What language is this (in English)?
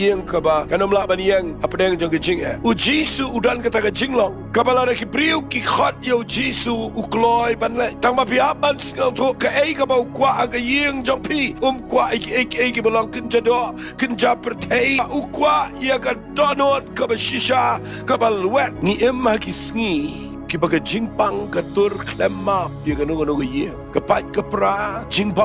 Khasi